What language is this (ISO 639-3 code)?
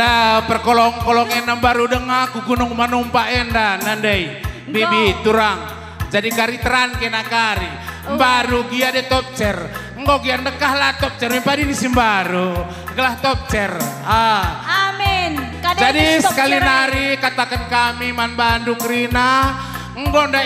btx